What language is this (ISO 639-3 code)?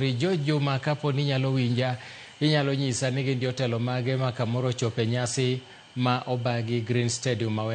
luo